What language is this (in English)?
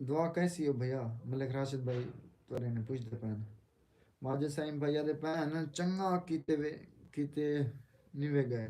Saraiki